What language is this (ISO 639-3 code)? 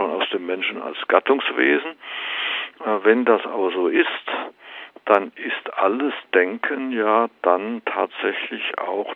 deu